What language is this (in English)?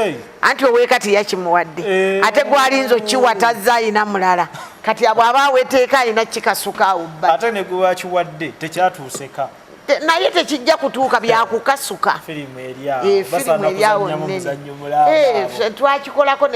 Ganda